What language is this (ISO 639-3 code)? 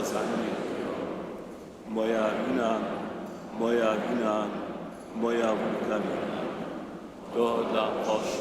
hsb